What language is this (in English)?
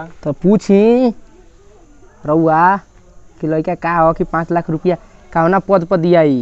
Bhojpuri